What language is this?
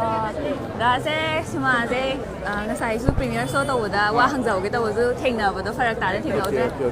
Manipuri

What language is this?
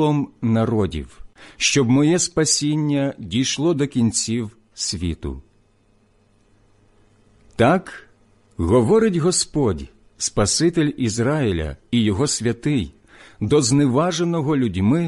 Ukrainian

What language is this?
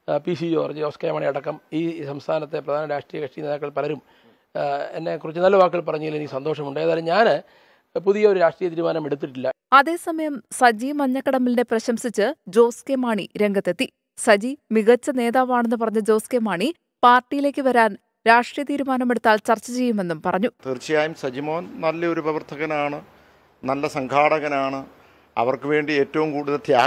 Malayalam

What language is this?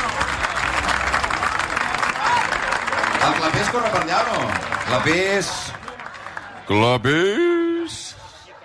Catalan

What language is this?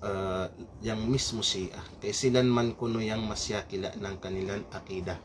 Kalagan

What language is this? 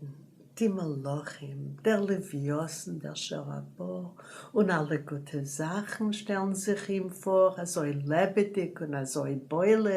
Yiddish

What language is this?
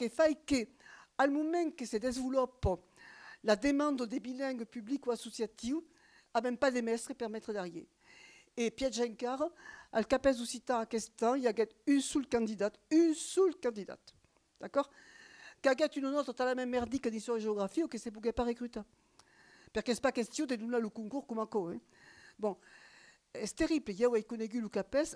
Occitan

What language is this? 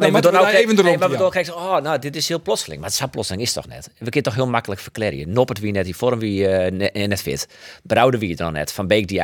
Western Frisian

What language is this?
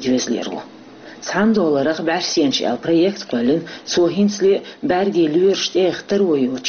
Chechen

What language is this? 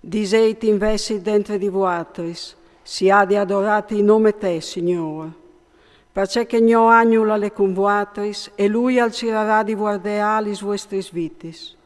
Friulian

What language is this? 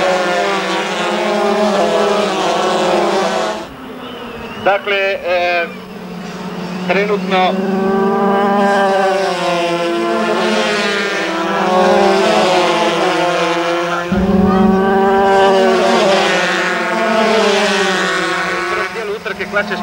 Croatian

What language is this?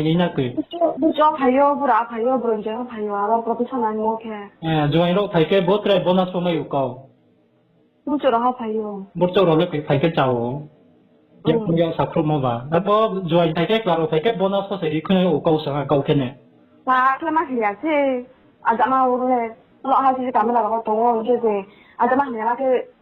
Riang (India)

